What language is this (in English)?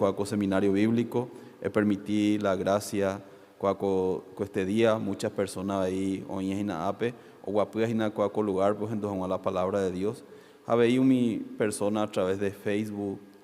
Guarani